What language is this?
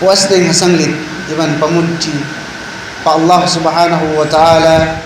Tausug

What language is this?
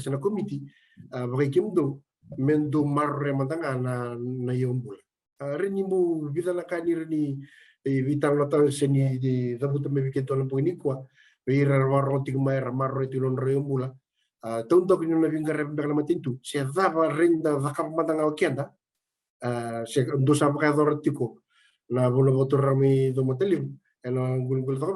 Fijian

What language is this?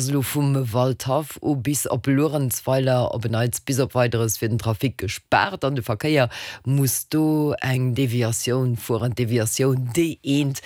Luxembourgish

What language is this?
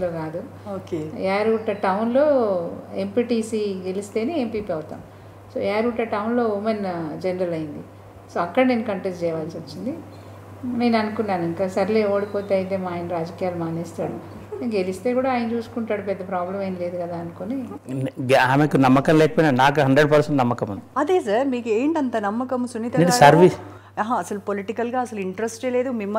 Telugu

